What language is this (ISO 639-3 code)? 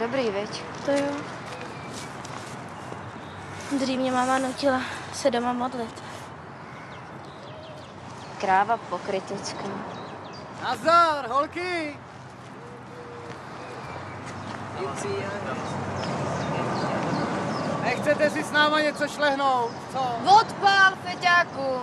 ces